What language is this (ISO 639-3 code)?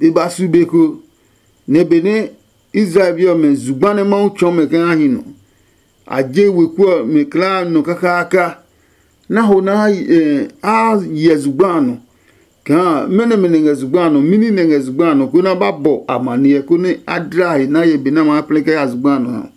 ada